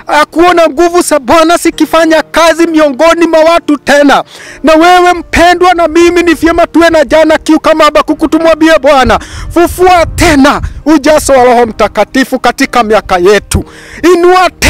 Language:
Swahili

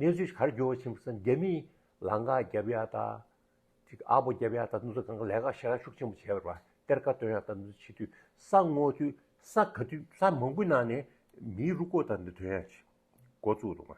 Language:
Tibetan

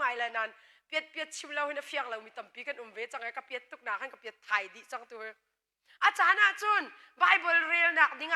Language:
Hakha Chin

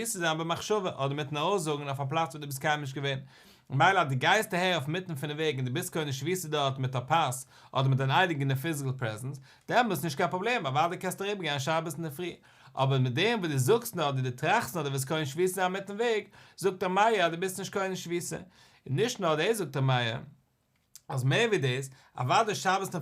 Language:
Yiddish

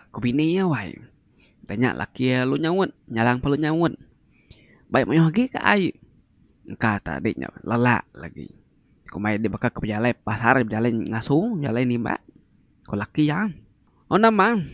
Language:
Iban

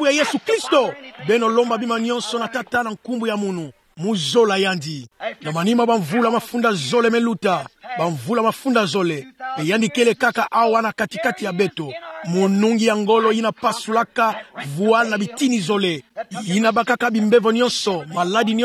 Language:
Kituba (Democratic Republic of Congo)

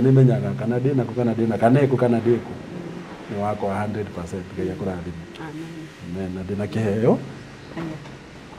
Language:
Kikuyu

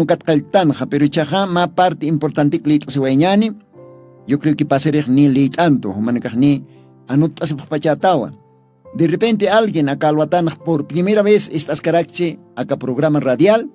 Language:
Aymara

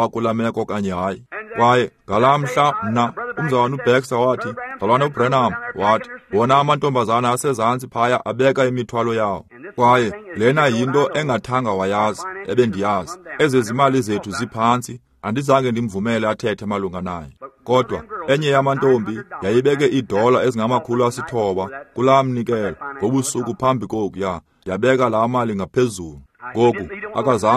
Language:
Xhosa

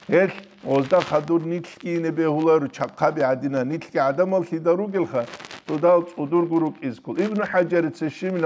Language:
Avaric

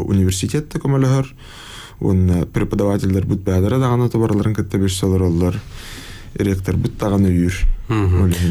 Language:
Yakut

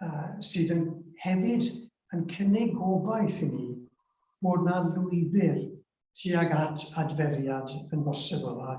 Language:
Welsh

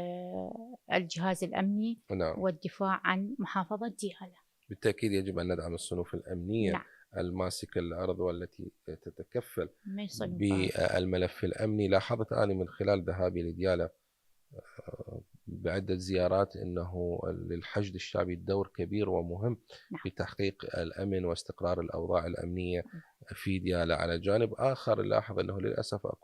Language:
Mesopotamian Arabic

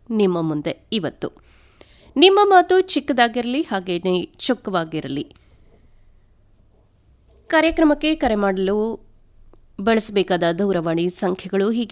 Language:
Kannada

